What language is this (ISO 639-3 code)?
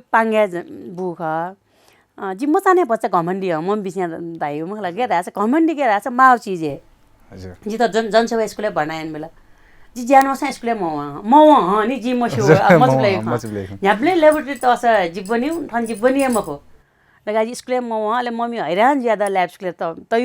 new